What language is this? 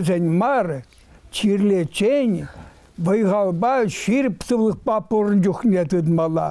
Chuvash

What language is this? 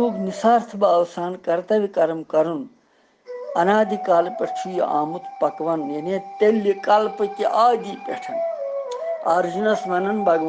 Kashmiri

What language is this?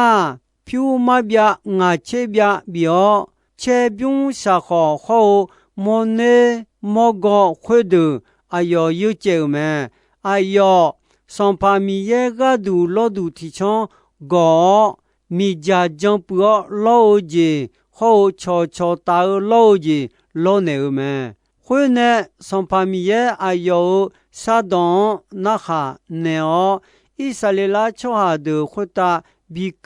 Akha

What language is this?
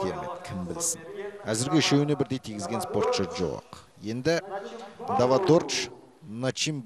Kazakh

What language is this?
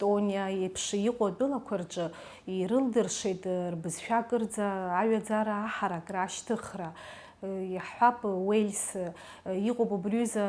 Abkhazian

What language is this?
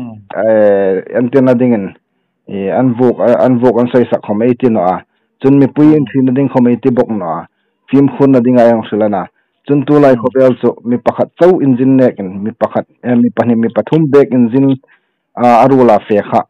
Hmar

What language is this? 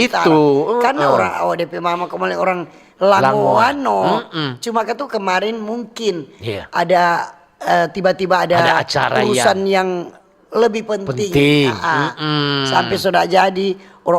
Manado Malay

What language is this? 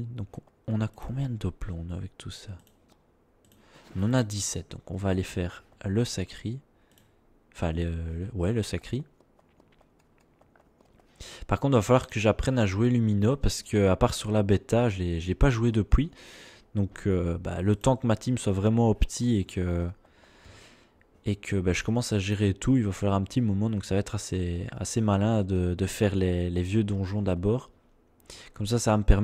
French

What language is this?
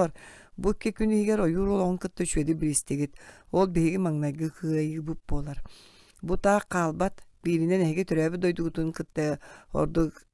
Yakut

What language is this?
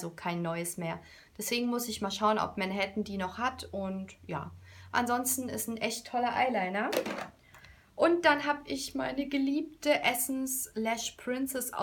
German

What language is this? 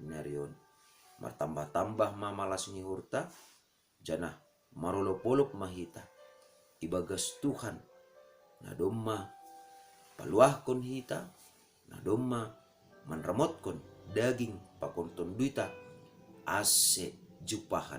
Batak Simalungun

